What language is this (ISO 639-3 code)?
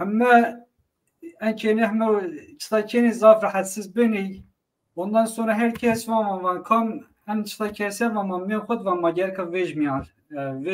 zza